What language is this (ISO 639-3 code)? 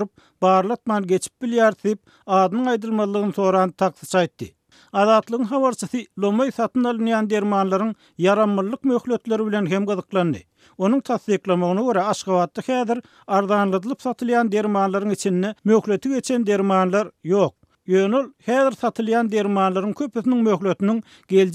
tuk